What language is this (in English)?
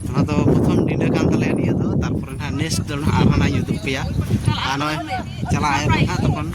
Santali